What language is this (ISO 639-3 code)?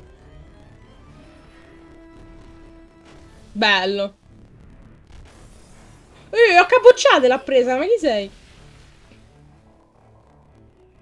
ita